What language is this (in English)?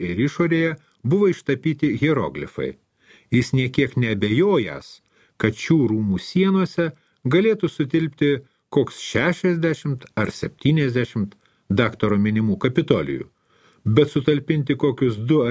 Lithuanian